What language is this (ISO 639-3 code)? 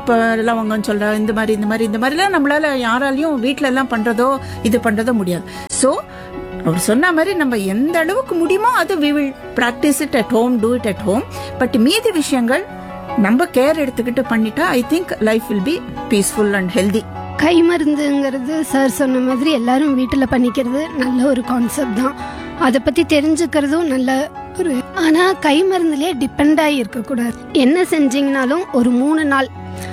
tam